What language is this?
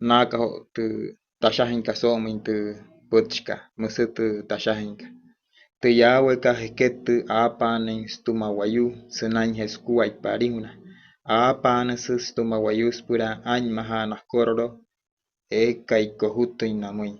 Wayuu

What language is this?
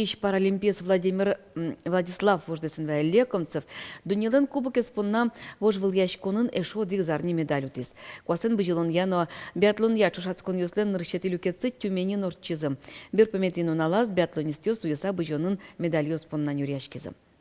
Udmurt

